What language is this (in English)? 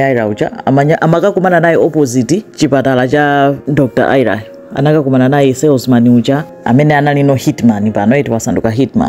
Nyanja